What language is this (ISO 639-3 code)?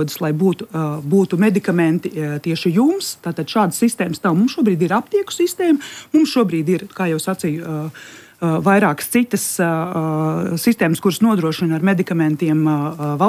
lav